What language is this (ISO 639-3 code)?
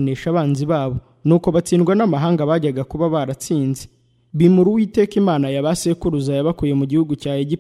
kin